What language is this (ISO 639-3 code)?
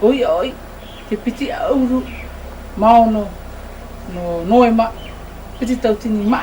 tah